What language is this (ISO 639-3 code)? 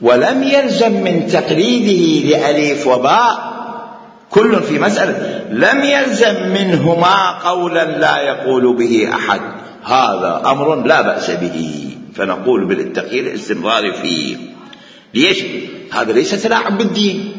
acm